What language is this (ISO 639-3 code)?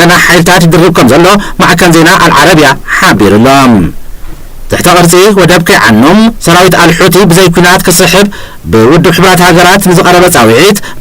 tir